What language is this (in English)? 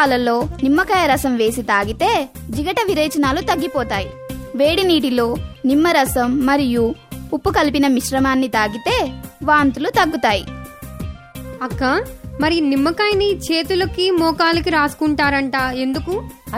Telugu